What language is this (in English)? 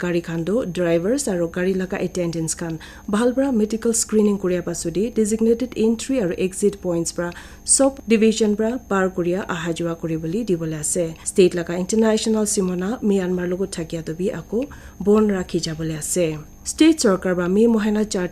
Naga Pidgin